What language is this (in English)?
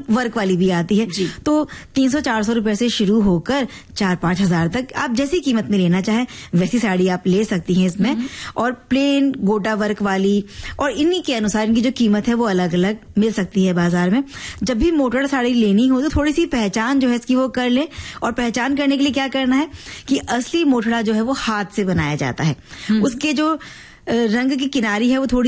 Hindi